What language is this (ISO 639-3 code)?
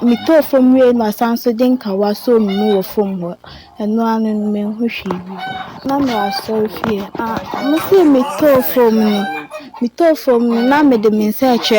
aka